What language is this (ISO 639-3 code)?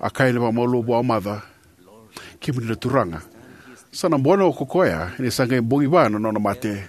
fij